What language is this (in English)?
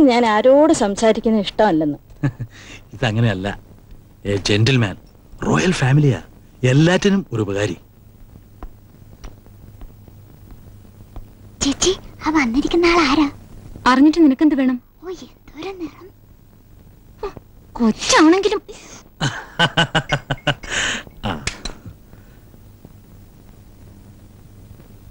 Malayalam